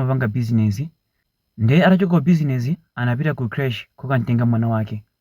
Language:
Nyanja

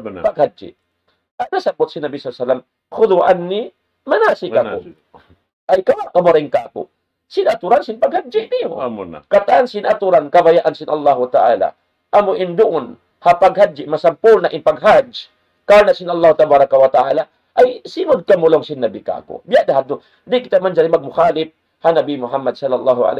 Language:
Tausug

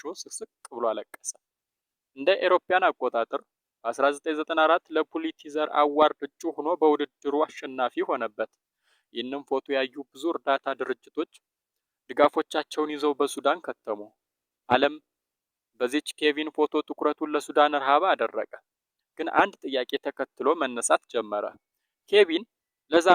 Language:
Amharic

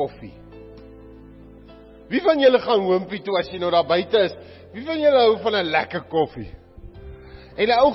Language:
Afrikaans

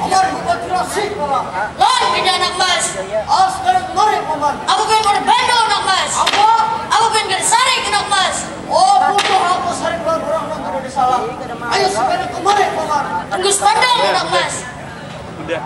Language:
Banjar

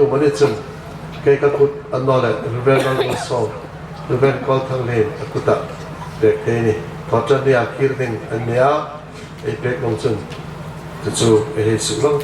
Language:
Hmar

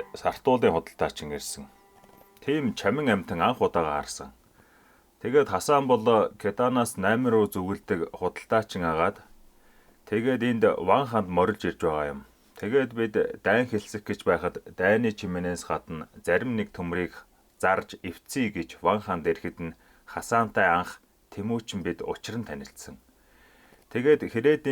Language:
Mongolian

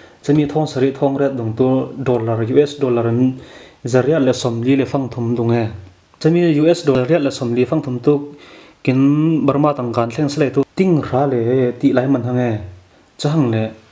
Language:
Falam Chin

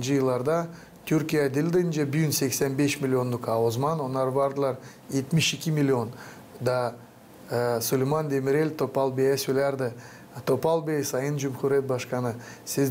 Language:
Gagauz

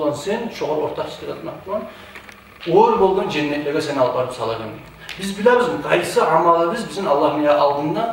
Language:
Kumyk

